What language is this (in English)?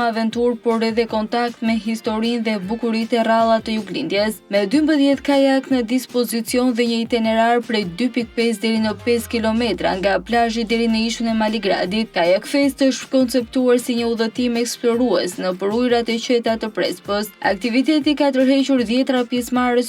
Albanian